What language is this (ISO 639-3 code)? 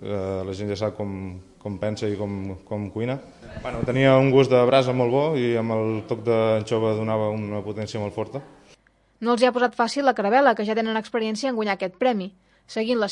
cat